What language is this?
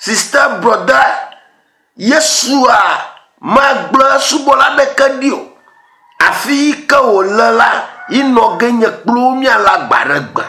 Ewe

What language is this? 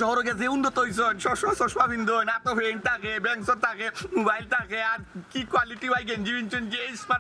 Sylheti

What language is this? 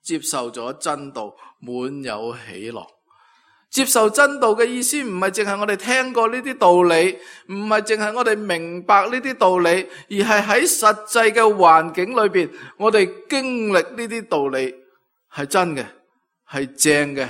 Cantonese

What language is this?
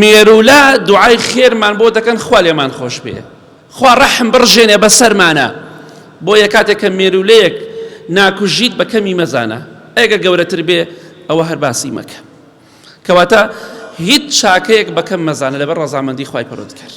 Central Kurdish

